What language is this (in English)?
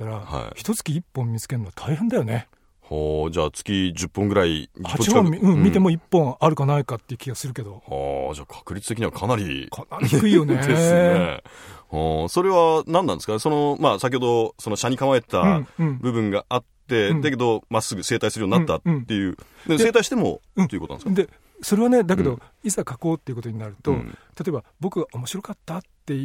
Japanese